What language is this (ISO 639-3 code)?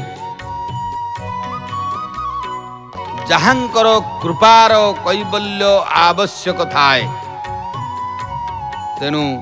ori